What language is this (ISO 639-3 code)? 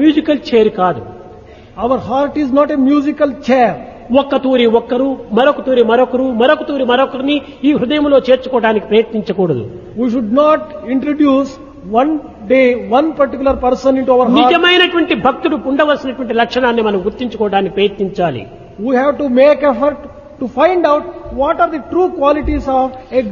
tel